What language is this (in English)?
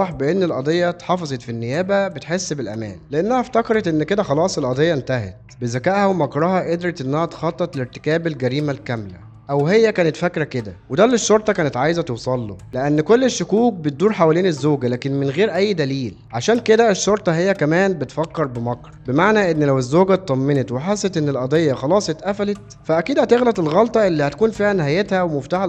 Egyptian Arabic